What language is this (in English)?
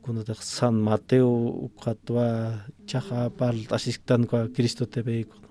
Aymara